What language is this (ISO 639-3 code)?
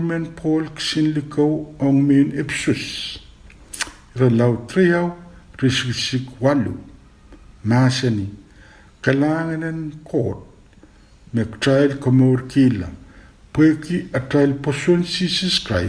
pon